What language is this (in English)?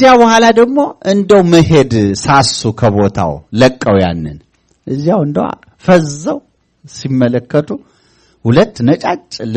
Amharic